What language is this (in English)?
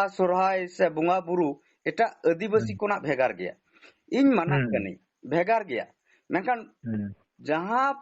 Santali